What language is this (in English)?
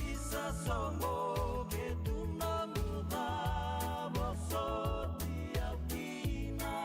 Fijian